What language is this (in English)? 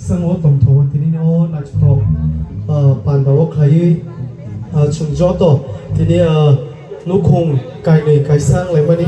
Kok Borok